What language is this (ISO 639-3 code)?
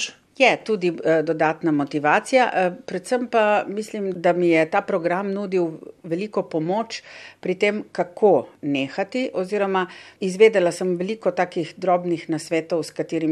slv